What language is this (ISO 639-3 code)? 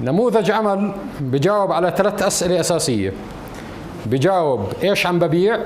apc